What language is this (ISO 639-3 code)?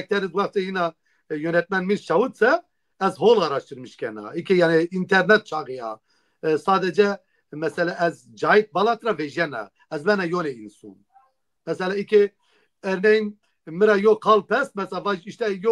zza